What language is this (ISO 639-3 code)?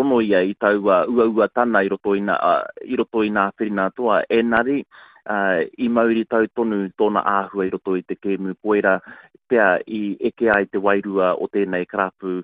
mri